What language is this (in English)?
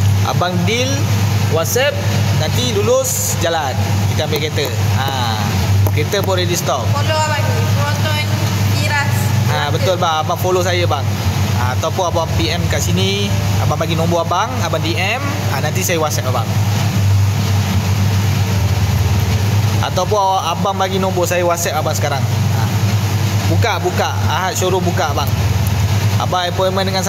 Malay